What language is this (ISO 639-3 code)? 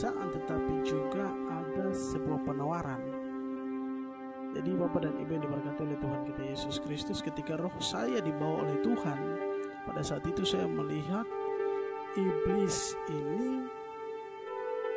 ind